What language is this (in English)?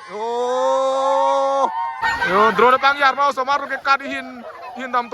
Karbi